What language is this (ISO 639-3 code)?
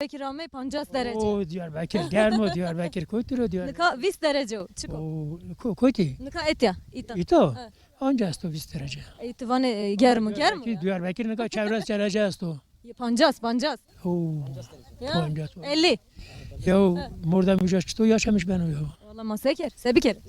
zza